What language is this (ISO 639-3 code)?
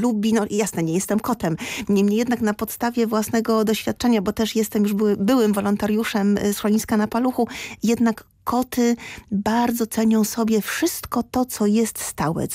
pol